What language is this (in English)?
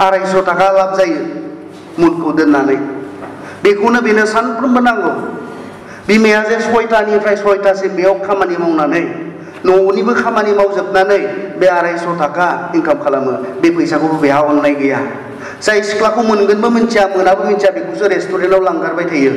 Bodo